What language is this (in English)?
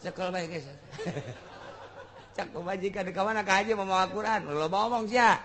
Sundanese